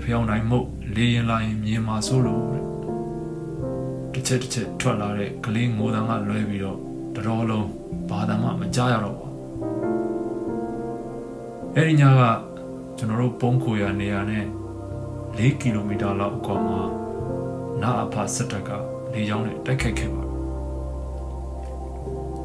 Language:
Burmese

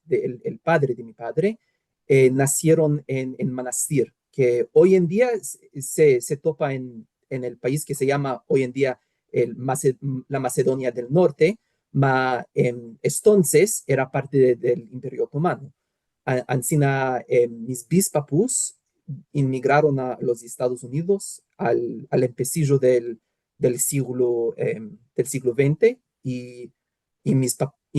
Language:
Ladino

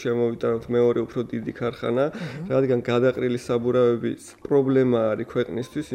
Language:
Georgian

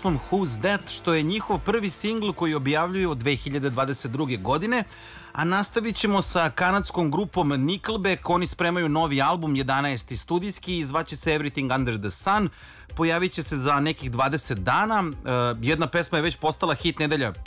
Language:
Serbian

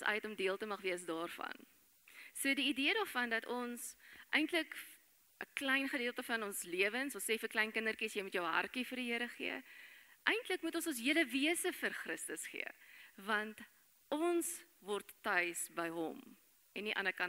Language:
Afrikaans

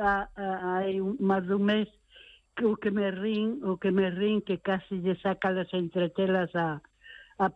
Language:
Galician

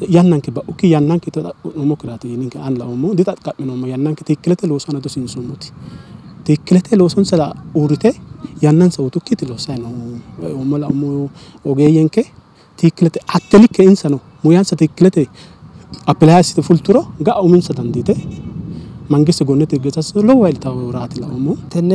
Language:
Sidamo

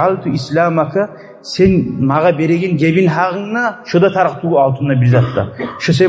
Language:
Kumyk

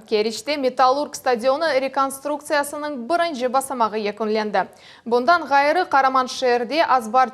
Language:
Crimean Tatar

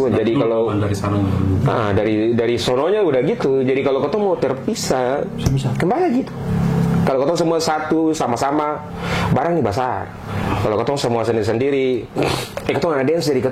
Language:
Ambonese Malay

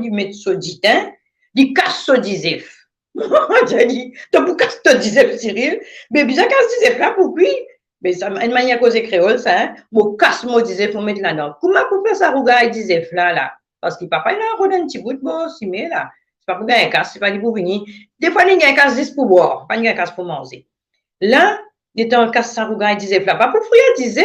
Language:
Morisyen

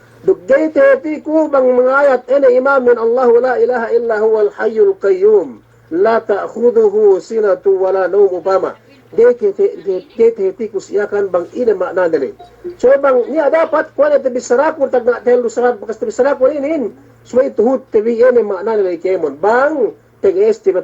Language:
Yakan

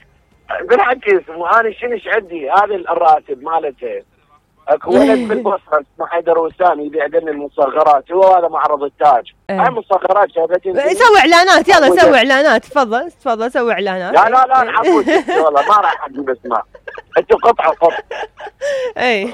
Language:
Mesopotamian Arabic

